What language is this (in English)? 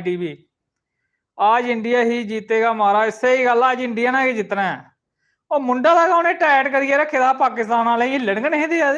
Dogri